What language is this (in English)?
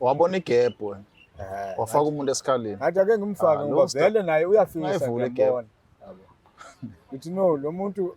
Zulu